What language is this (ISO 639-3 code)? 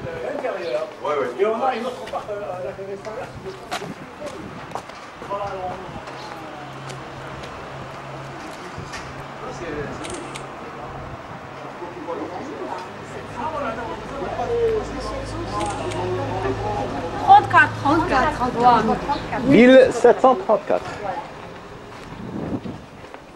fra